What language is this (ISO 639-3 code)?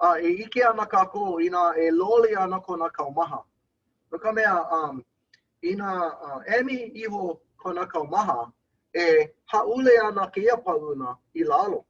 haw